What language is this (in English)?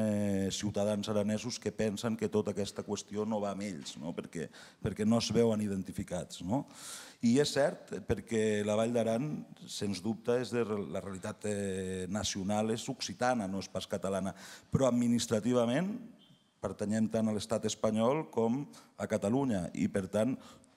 Occitan